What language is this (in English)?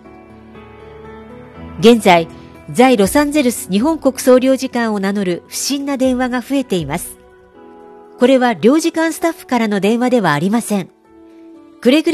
Japanese